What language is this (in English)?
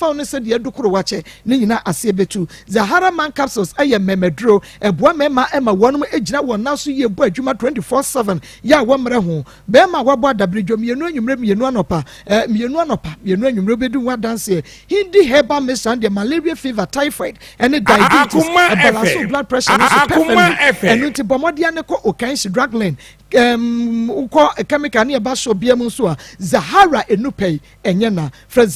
Akan